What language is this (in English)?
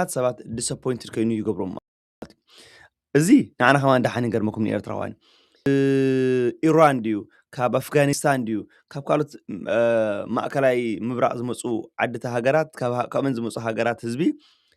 Tigrinya